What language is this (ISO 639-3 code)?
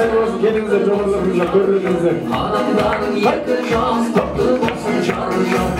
kaz